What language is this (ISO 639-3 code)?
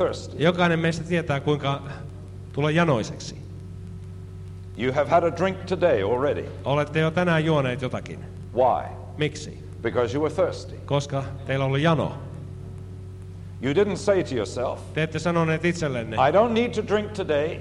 fin